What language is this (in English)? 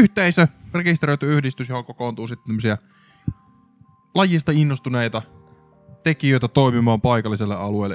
Finnish